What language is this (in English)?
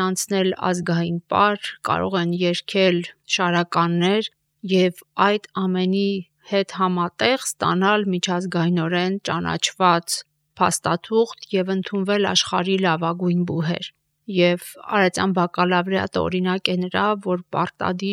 Armenian